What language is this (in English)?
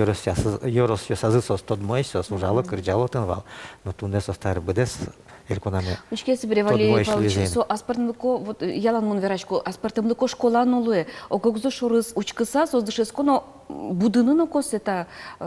Udmurt